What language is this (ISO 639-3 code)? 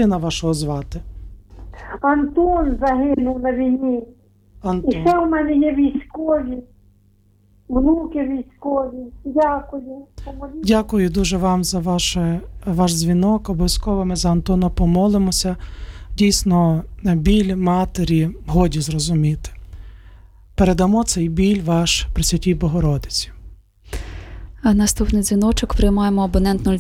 ukr